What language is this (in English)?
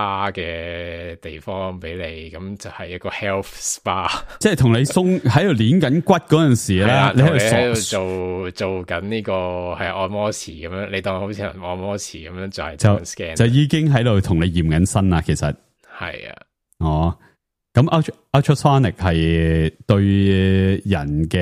Cantonese